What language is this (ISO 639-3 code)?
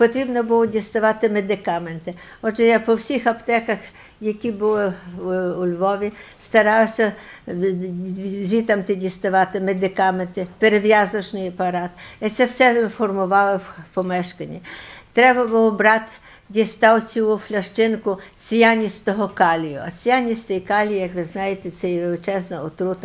ukr